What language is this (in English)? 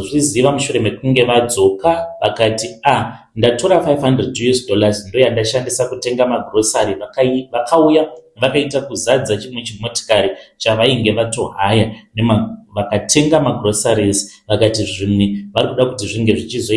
Shona